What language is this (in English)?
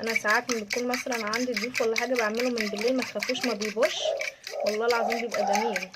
Egyptian Arabic